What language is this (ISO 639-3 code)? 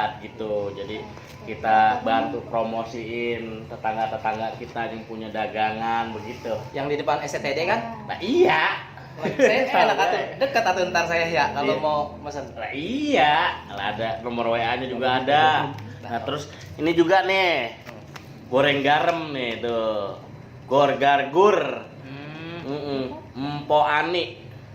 bew